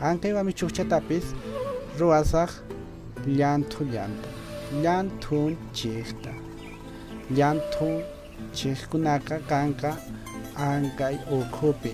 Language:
Quechua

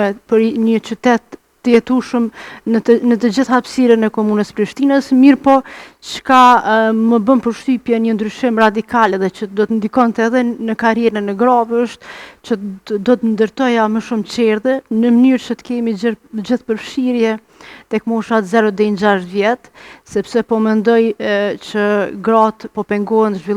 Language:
Albanian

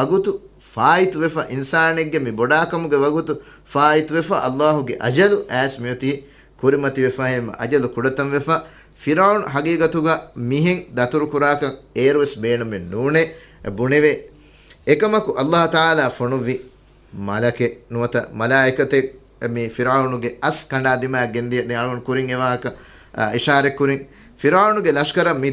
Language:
Divehi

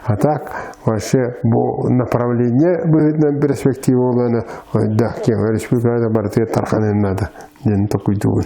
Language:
Yakut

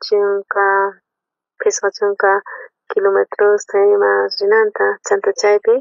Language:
South Bolivian Quechua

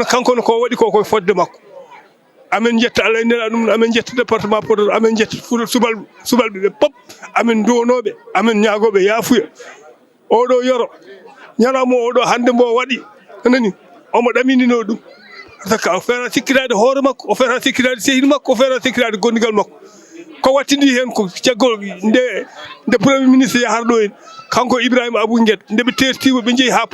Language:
Fula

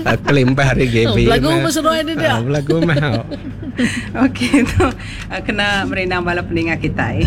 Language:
Iban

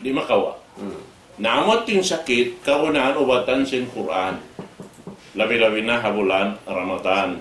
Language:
Tausug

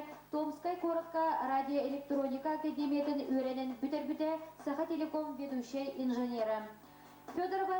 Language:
Yakut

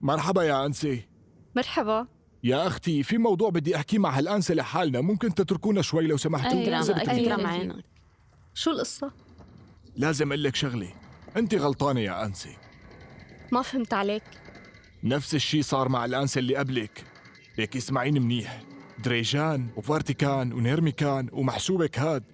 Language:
North Levantine Arabic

